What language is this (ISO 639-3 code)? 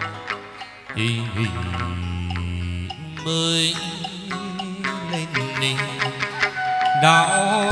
vie